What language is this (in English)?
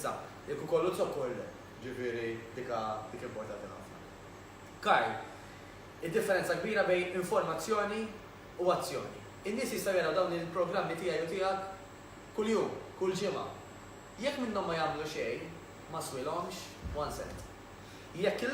Maltese